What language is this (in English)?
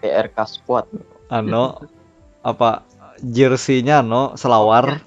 Banjar